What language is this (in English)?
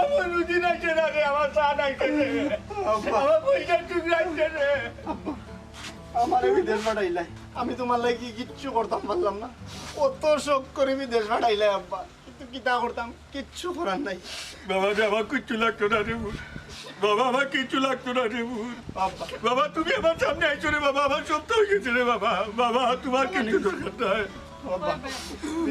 Sylheti